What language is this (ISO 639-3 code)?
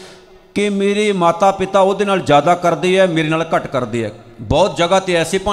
pan